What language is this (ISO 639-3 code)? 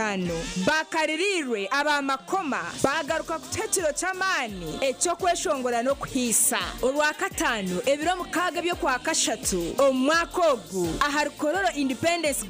nyn